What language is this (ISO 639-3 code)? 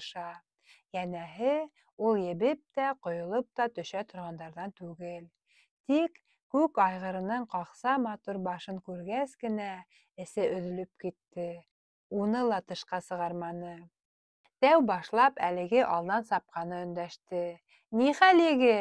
bak